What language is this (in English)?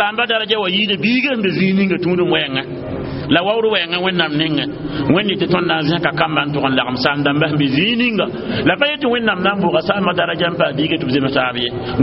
Mossi